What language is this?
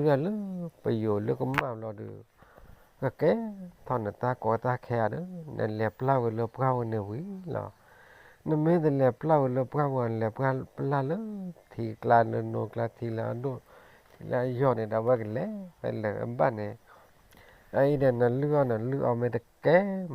S'gaw Karen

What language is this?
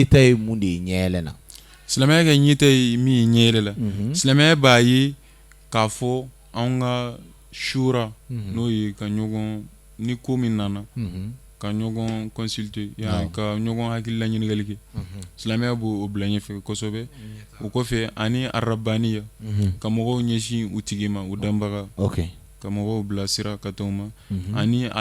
Bambara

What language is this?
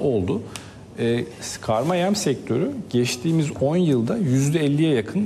Turkish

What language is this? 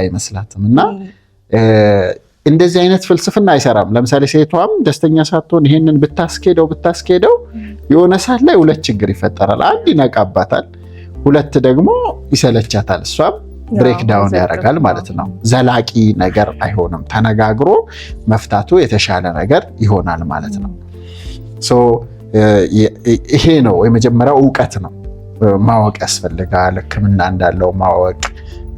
Amharic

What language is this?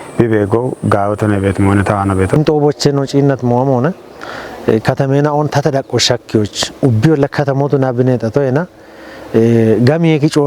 Kafa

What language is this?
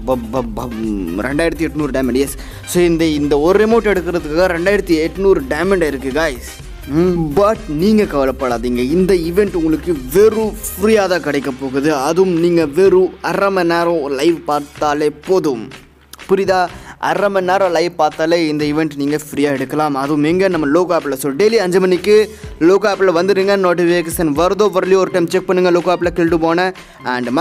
Tamil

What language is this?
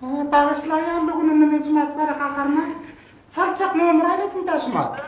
Turkmen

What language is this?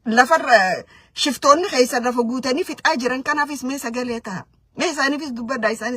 Oromo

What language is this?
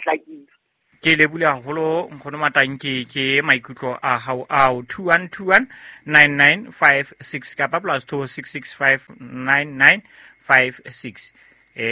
Southern Sotho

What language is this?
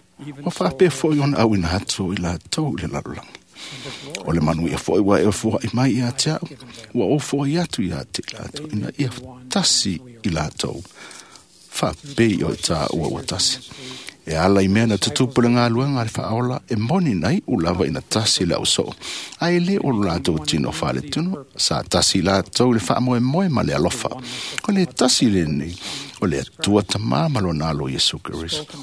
Samoan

